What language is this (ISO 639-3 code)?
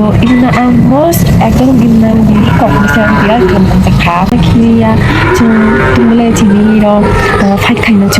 trp